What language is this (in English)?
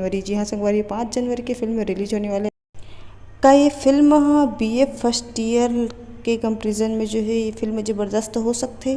Chhattisgarhi